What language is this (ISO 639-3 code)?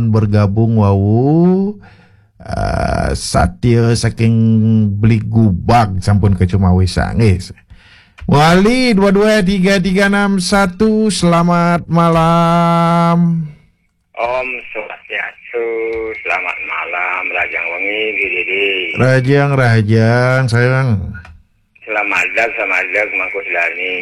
ban